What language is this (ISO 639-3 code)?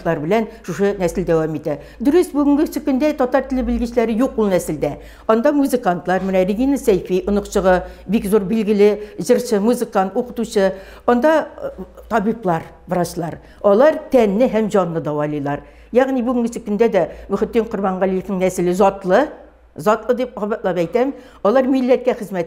tat